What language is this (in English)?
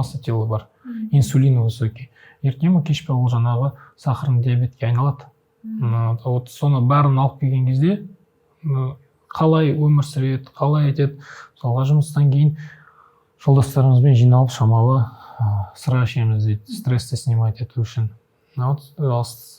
Kazakh